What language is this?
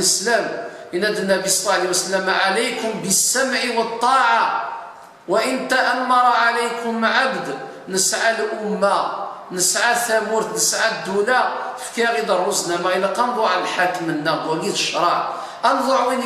Kabyle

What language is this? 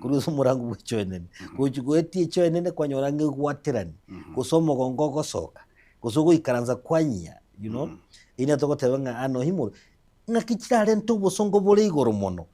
Gusii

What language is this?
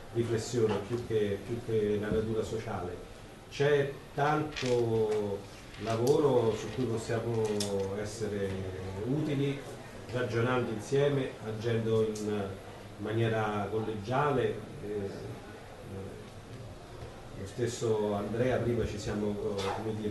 Italian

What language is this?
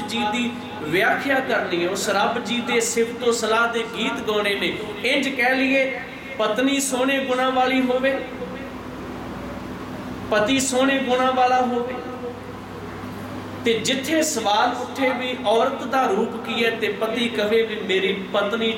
Punjabi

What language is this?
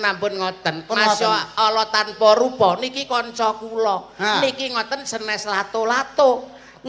Javanese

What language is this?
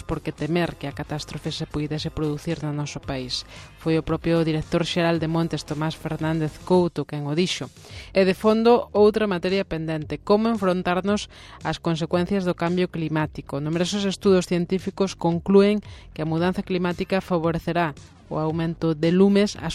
Galician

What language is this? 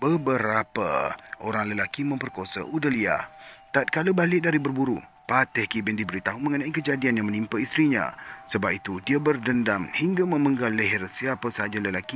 Malay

